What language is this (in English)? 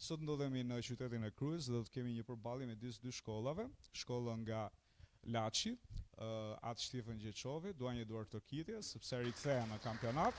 Albanian